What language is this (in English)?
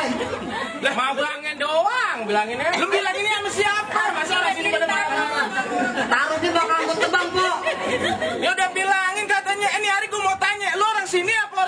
Betawi